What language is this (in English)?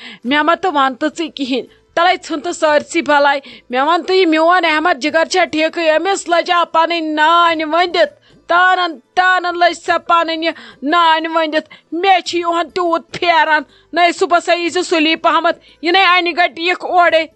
Kashmiri